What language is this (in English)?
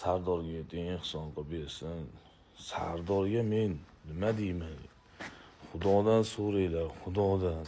Uzbek